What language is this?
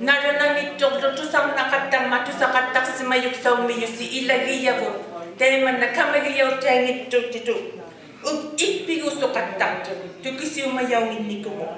Inuktitut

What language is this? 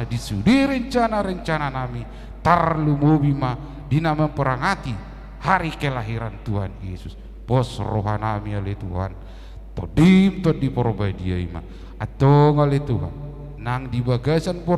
Batak Toba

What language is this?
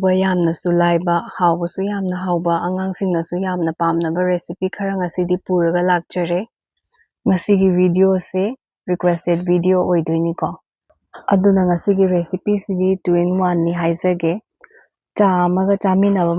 Manipuri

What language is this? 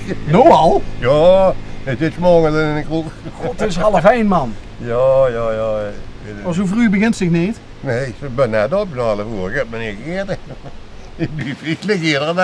Limburgish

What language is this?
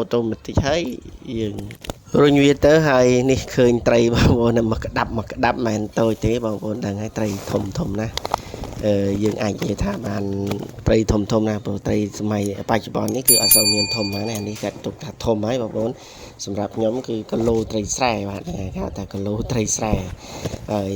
Khmer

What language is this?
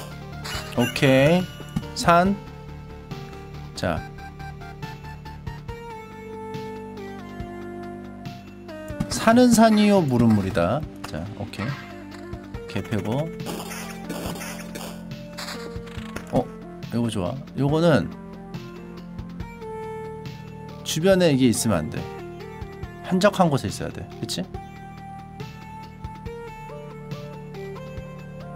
Korean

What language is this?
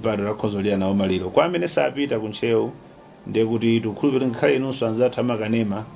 Nyanja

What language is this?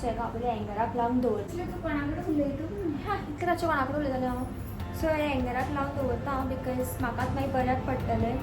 Konkani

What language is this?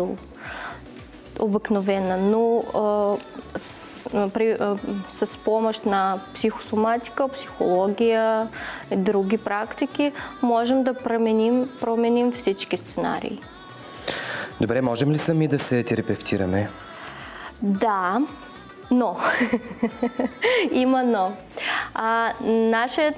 Bulgarian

